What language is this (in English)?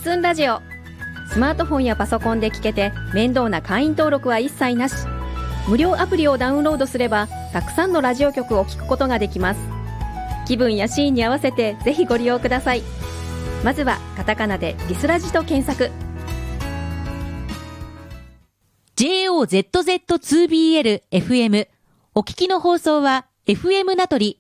Japanese